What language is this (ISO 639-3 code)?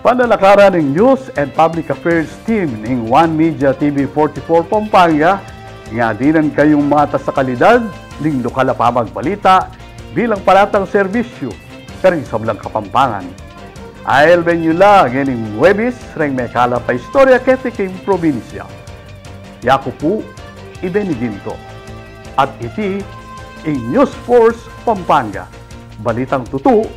pam